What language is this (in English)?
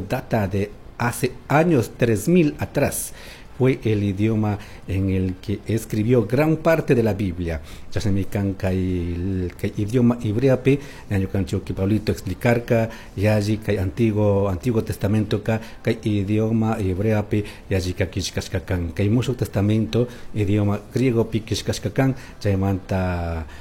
Chimborazo Highland Quichua